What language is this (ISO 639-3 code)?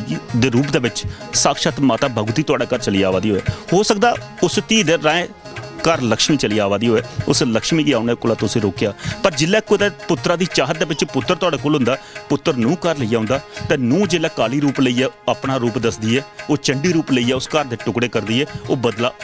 doi